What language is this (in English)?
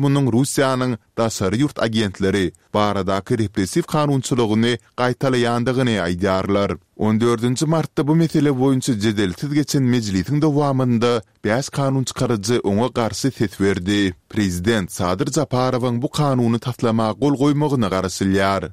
Turkmen